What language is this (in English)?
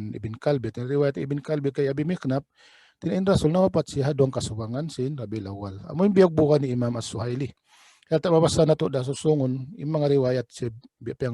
Tausug